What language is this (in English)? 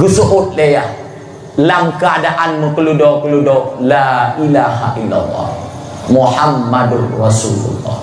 Achinese